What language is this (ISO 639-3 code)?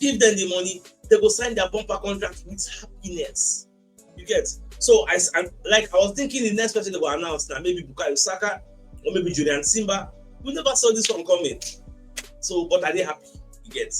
pcm